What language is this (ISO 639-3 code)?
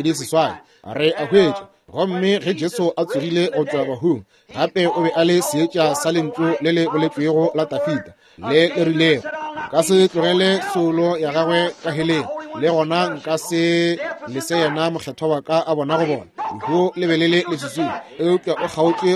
nso